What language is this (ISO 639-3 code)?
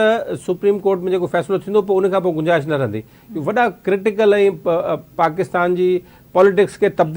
snd